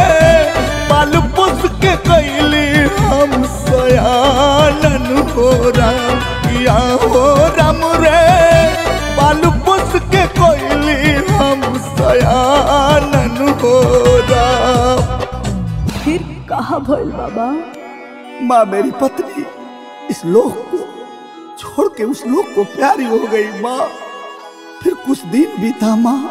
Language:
Bhojpuri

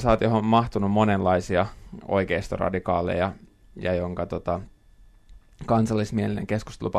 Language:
Finnish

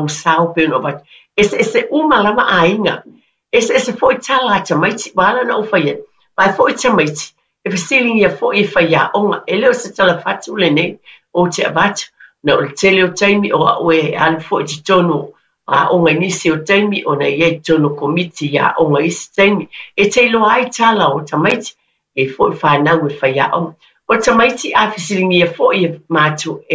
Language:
Samoan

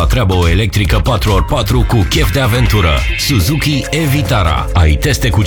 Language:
Romanian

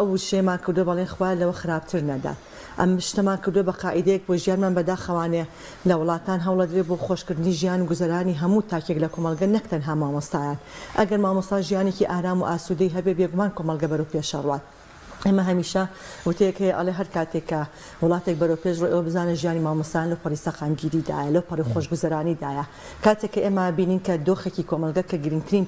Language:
Central Kurdish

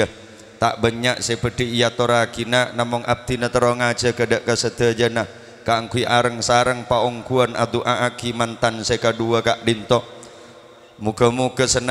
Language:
Madurese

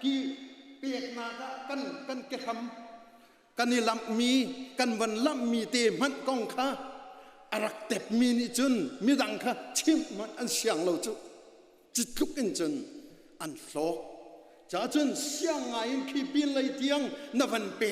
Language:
Hakha Chin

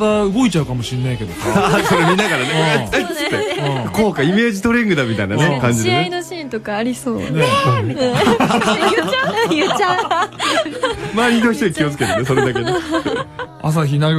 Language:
Japanese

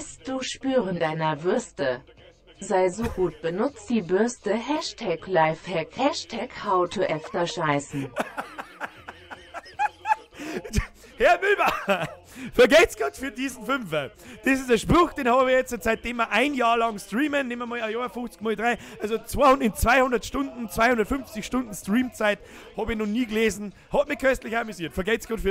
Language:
Bavarian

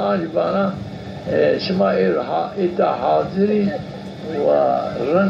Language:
Zaza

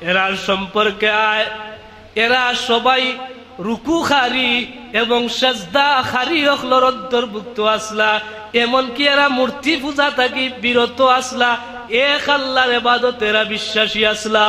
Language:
Sylheti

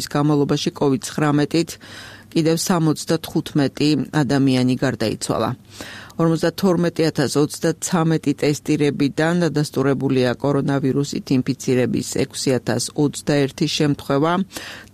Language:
Georgian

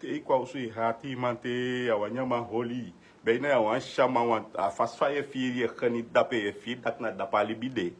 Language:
Sranan Tongo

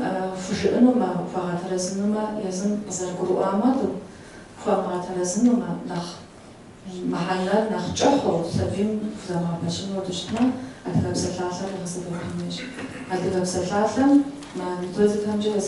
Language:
Kabardian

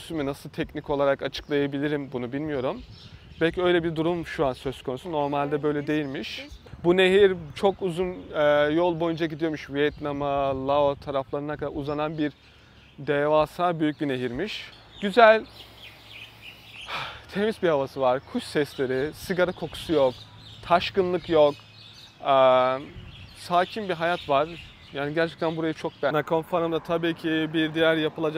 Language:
Turkish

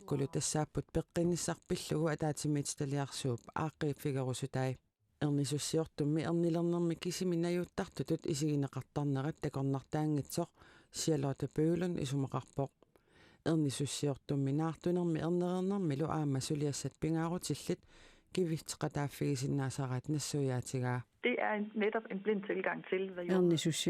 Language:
Kalaallisut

